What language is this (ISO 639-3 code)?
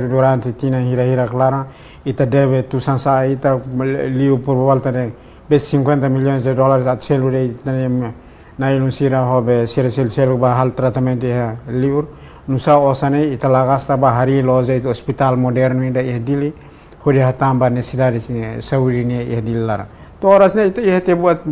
tet